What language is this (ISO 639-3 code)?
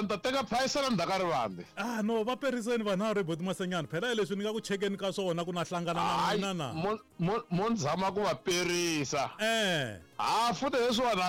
tso